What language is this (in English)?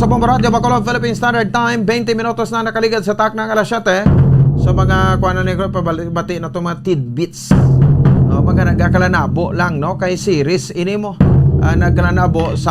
Hiligaynon